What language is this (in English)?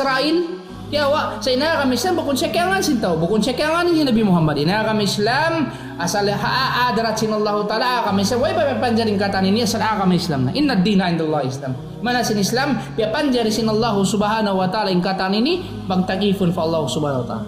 Tausug